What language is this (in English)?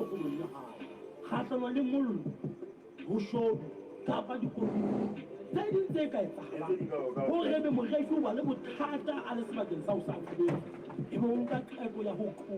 Southern Sotho